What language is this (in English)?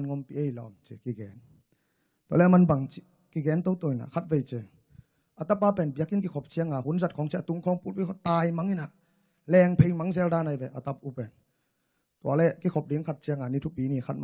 Tedim Chin